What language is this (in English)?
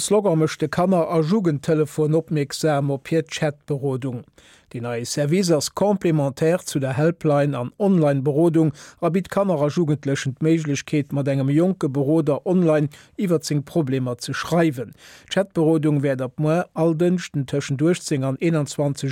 Luxembourgish